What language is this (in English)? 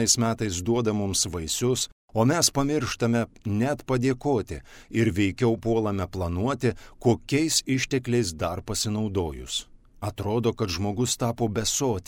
Lithuanian